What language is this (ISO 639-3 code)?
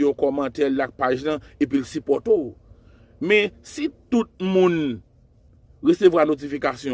hat